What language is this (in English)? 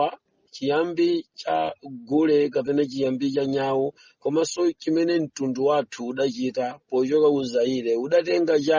Nyanja